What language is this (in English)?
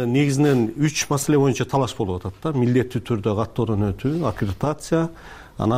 Kyrgyz